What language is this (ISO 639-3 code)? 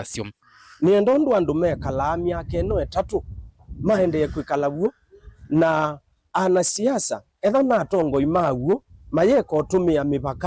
kam